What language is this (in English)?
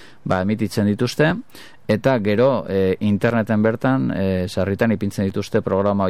Basque